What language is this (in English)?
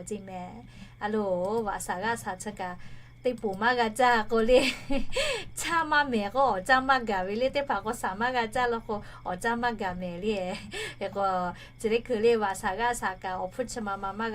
Lahu